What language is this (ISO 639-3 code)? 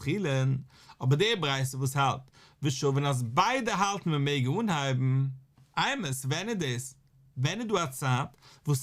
yid